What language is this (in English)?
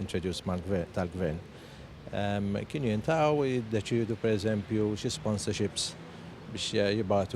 Maltese